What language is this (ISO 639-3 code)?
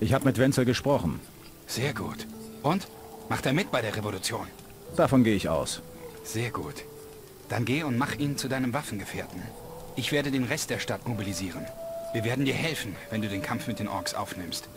bar